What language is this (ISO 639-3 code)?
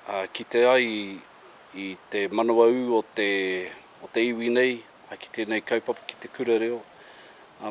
mri